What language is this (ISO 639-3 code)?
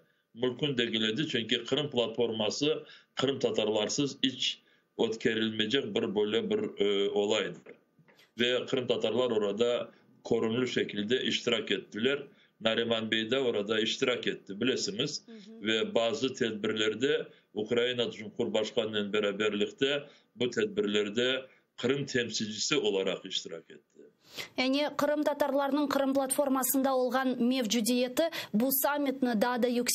crh